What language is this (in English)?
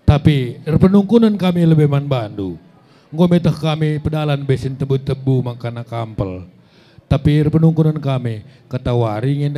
Batak Karo